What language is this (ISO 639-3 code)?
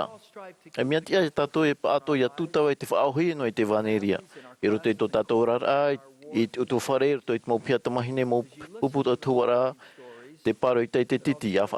tah